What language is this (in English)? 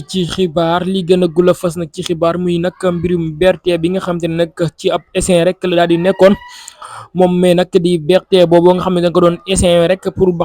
Wolof